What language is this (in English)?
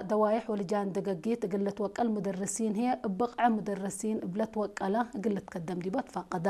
Tigre